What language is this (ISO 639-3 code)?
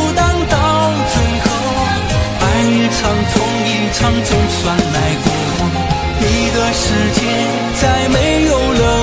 zho